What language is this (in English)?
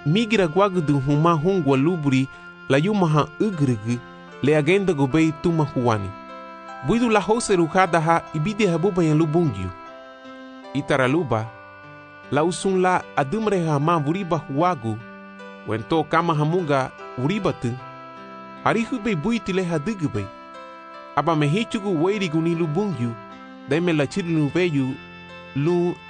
Garifuna